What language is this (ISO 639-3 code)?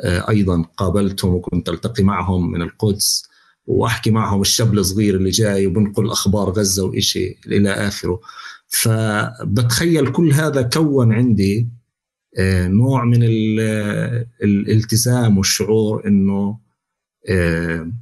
apc